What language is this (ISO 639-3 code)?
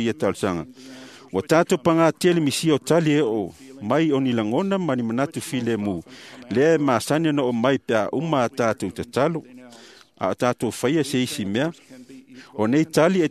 smo